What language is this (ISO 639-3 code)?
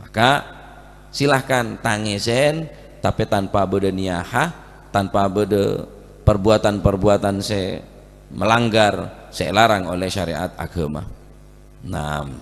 mad